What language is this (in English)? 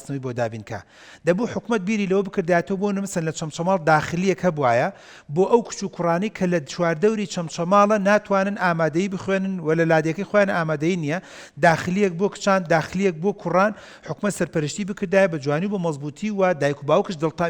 Central Kurdish